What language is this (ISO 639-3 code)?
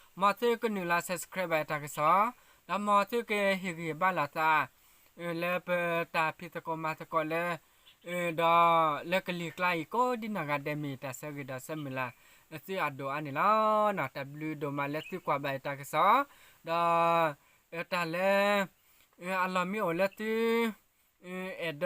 ksw